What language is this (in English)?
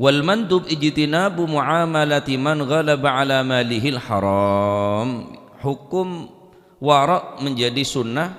Madurese